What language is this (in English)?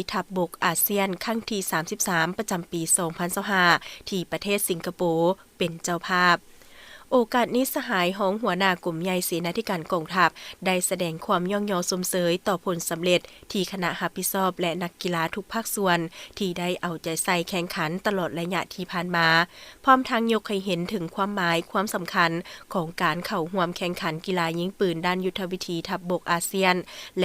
Lao